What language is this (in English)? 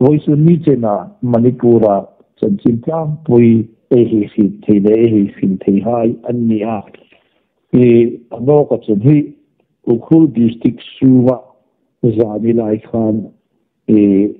Hmar